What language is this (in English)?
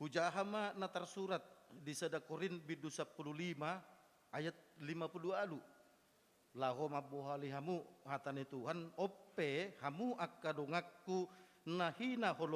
Batak Toba